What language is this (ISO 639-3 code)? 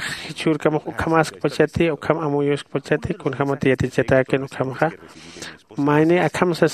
aym